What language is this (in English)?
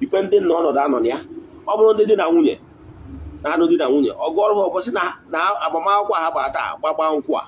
Igbo